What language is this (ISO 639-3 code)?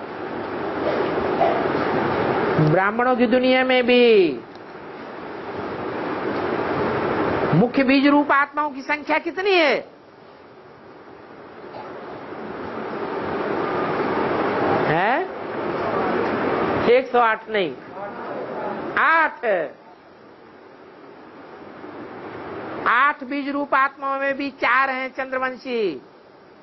hin